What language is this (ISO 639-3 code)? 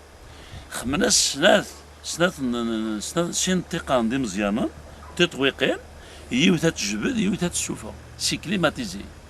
kab